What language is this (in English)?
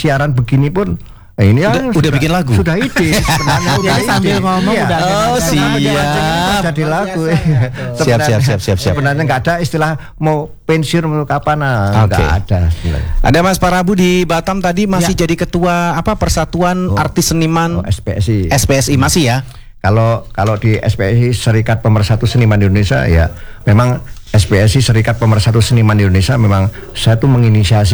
Indonesian